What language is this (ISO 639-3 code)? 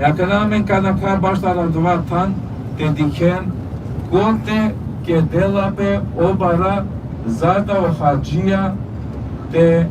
rmn